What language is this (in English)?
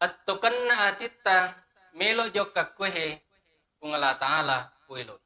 Buginese